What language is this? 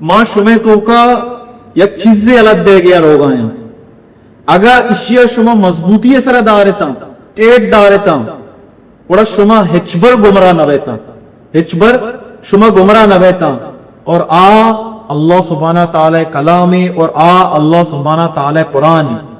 Baluchi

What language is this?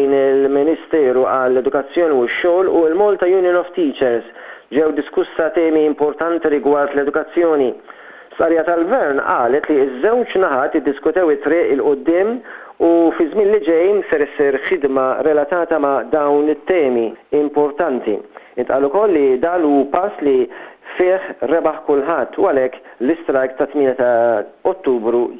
Maltese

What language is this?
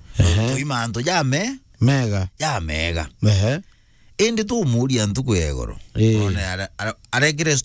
Meru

